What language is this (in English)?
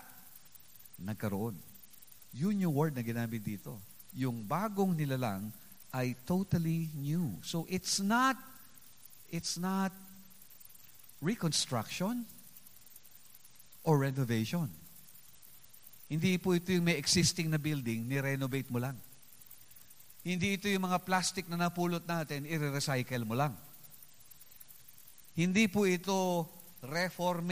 Filipino